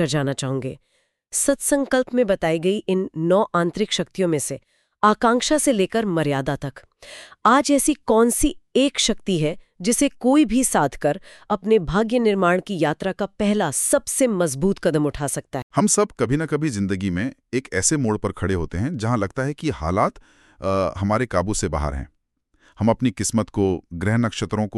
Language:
Hindi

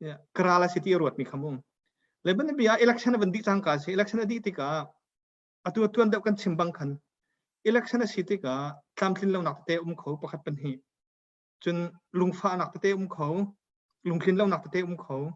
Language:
Hakha Chin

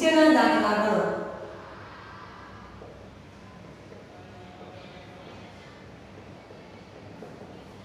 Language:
Gujarati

